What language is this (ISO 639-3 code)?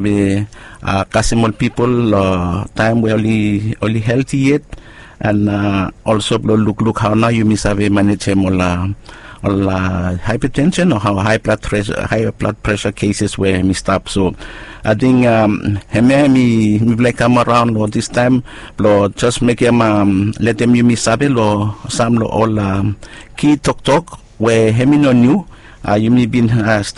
bis